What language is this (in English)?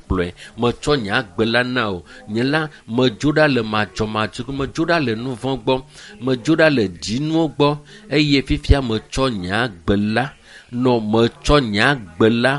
Ewe